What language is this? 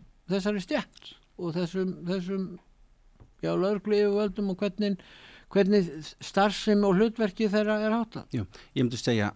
Icelandic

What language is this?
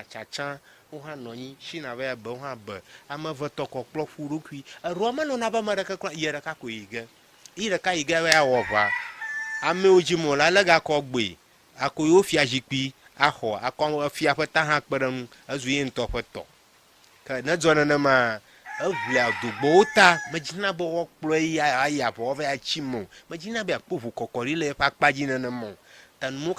Ewe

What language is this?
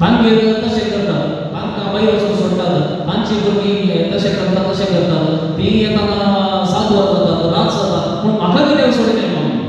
Konkani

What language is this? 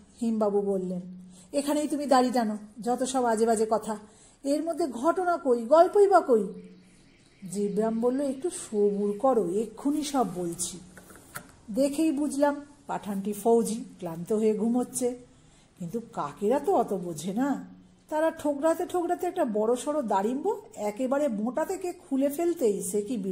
Bangla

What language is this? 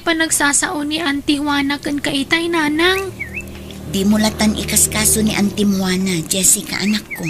Iloko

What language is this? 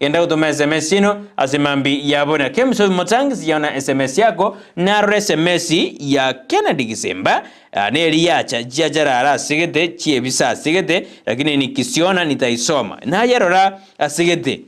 Gusii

